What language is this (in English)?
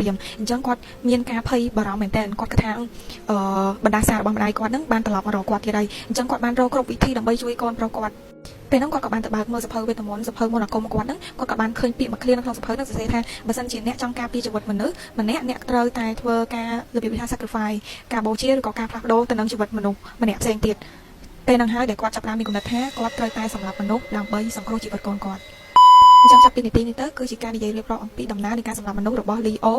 Khmer